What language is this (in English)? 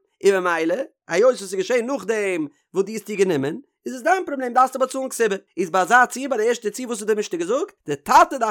Yiddish